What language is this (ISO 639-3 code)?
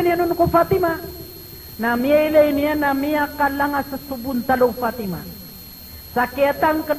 mrw